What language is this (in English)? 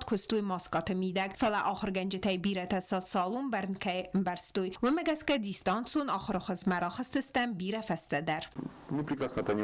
Ossetic